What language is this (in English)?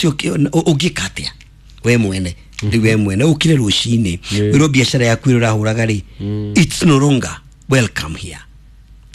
Kikuyu